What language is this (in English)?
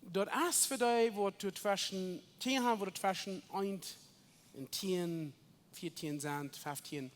Plautdietsch